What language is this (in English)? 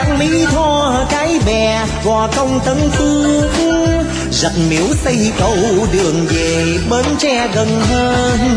Vietnamese